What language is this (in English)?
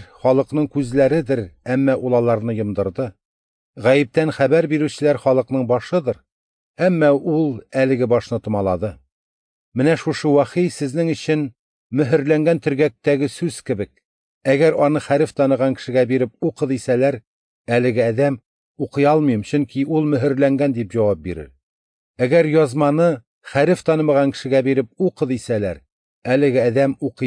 Tatar